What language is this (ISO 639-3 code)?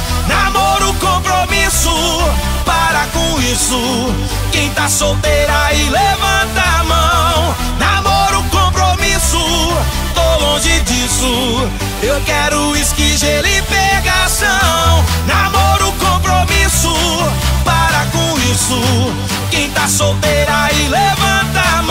por